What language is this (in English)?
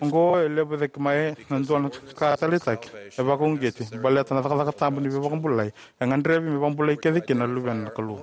Fijian